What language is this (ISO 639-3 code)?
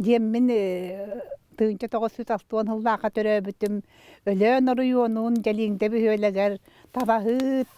sah